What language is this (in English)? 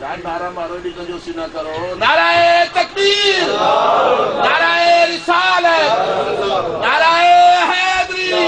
Saraiki